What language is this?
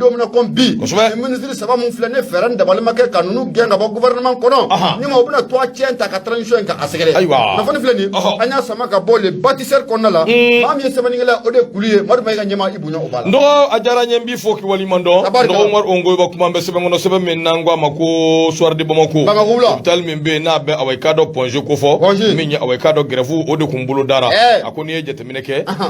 Bambara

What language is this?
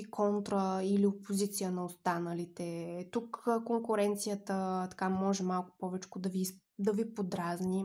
Bulgarian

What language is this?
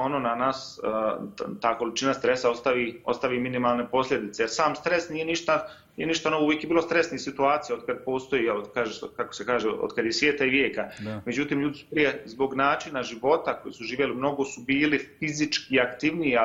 Bosnian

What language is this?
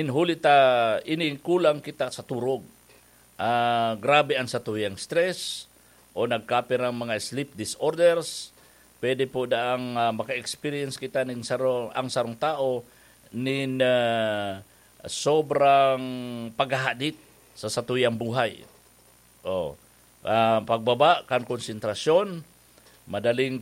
Bikol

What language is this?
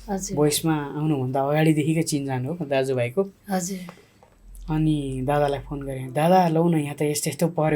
Nepali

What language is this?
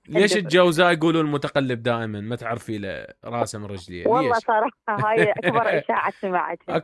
Mesopotamian Arabic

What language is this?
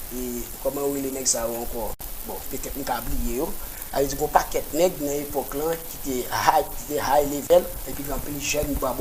Haitian Creole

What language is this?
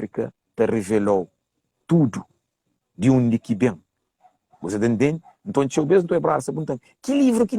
Kabuverdianu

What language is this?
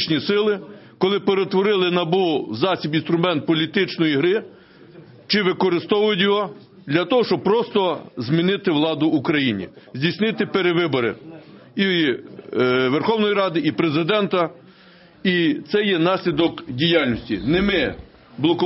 Ukrainian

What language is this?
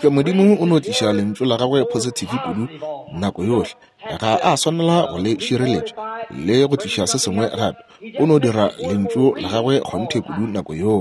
Northern Sotho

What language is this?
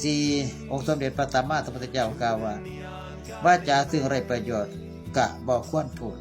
Northeastern Thai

